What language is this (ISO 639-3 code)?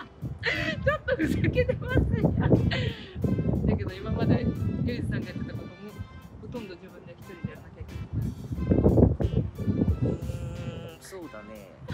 jpn